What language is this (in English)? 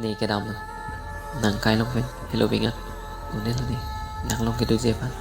Karbi